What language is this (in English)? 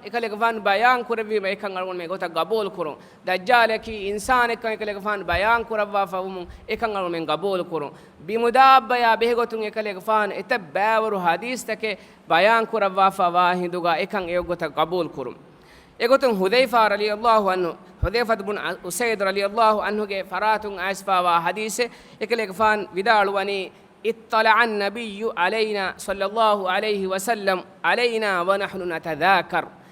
Divehi